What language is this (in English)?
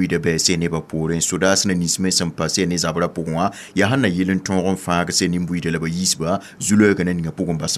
Mossi